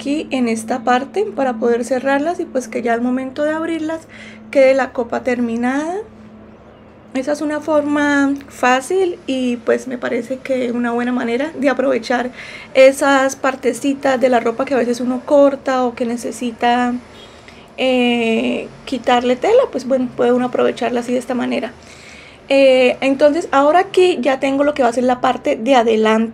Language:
Spanish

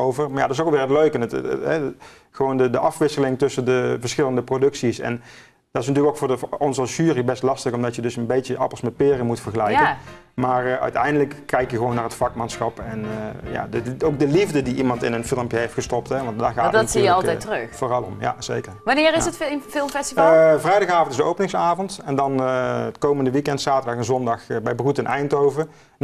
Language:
Dutch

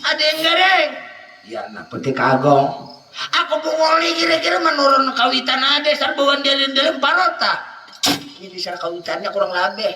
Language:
Banjar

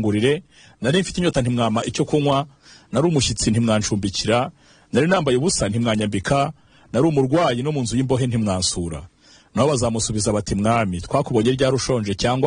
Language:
Kinyarwanda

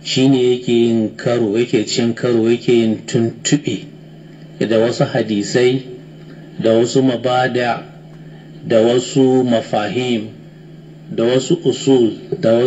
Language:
Hausa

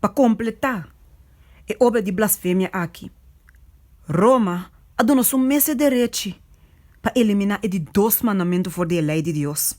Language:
Papiamento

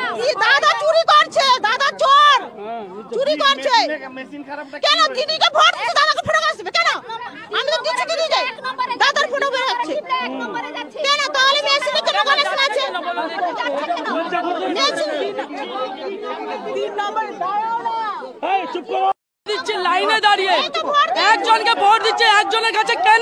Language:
Bangla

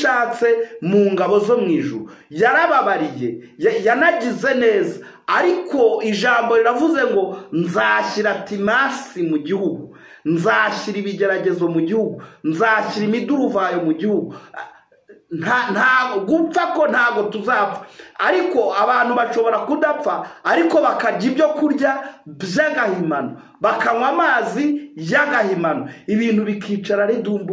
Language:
Kinyarwanda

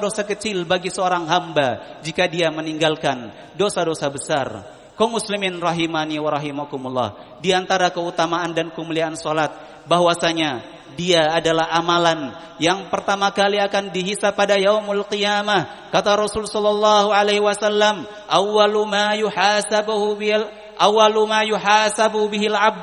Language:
Indonesian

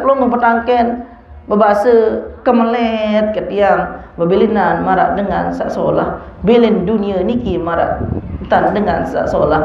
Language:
Sasak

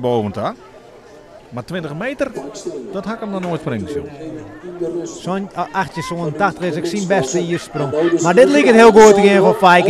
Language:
Western Frisian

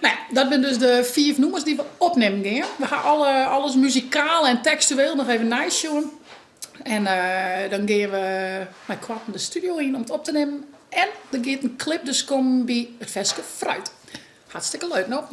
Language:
Western Frisian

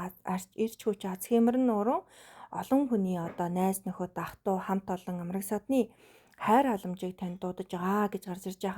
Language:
Mongolian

